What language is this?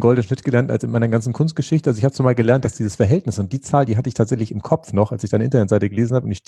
German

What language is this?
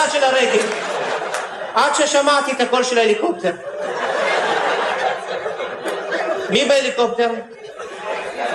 Hebrew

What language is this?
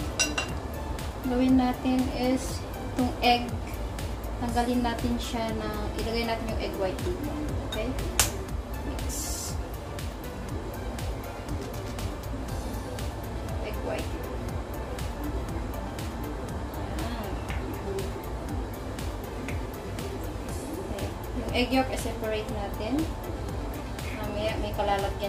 Filipino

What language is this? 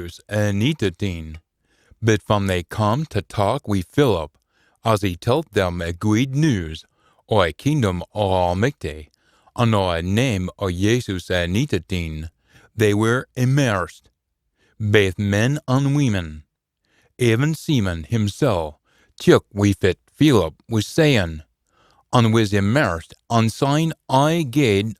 Scots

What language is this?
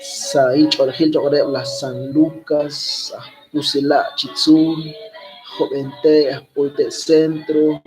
Kekchí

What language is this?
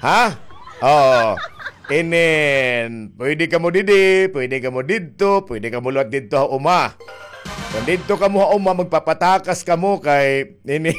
Waray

